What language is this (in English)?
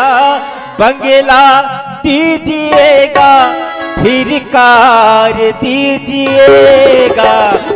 Chhattisgarhi